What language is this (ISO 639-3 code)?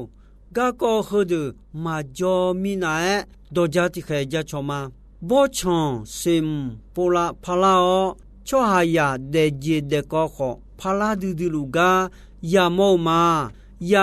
ahk